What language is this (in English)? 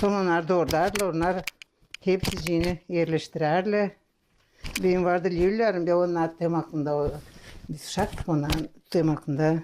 Gagauz